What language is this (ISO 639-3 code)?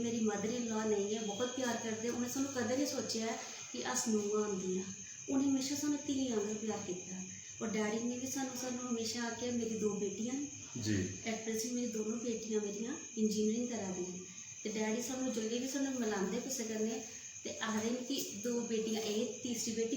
doi